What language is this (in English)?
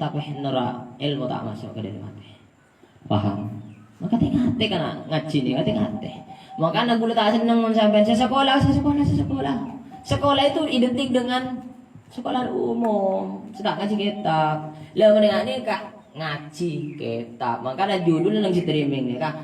Madurese